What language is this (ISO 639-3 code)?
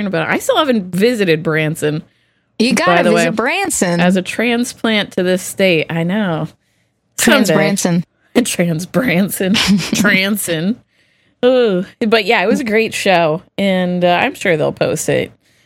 eng